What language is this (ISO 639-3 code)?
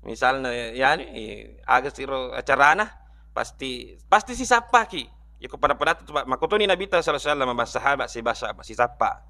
bug